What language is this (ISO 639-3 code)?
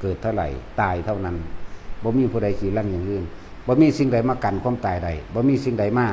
lao